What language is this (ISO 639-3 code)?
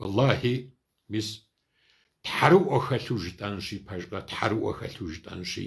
kbd